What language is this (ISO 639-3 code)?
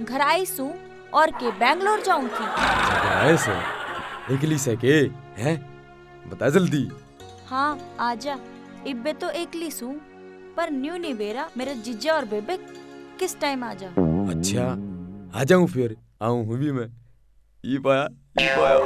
bgc